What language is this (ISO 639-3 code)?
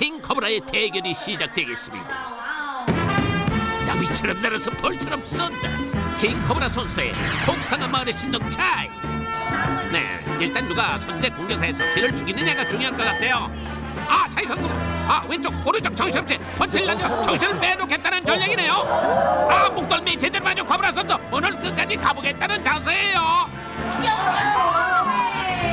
kor